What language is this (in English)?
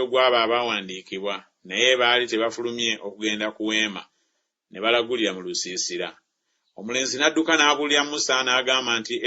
Ganda